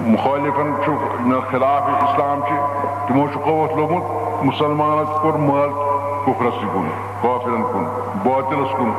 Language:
Kashmiri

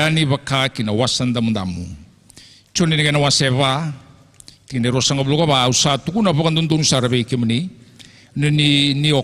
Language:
Fijian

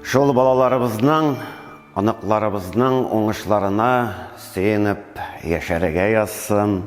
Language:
Tatar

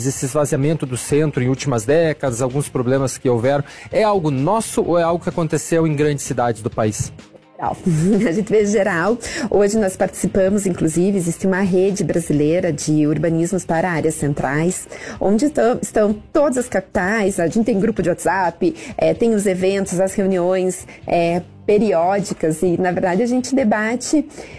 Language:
Portuguese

